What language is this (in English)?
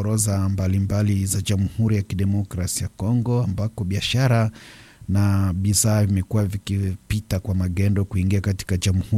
Swahili